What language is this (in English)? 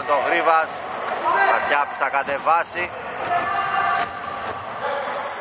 Greek